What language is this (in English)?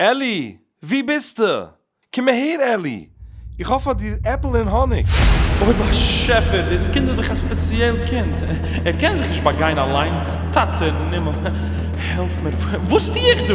Yiddish